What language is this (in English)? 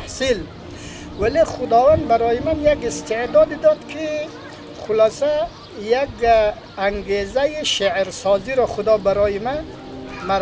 Persian